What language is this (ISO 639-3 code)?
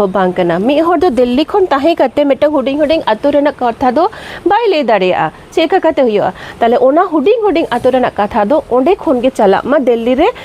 sat